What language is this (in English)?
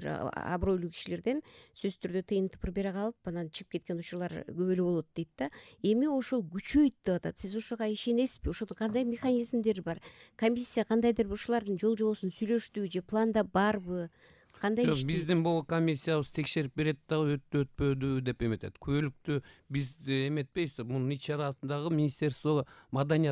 Kyrgyz